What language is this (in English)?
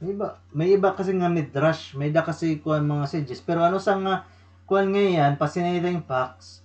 Waray